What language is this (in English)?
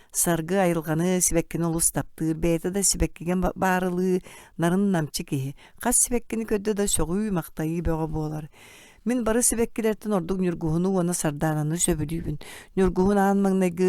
Yakut